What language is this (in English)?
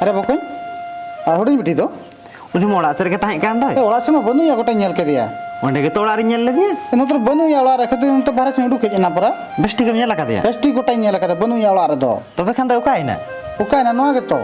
Santali